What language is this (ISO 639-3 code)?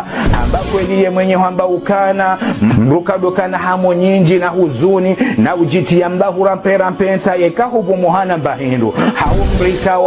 zdj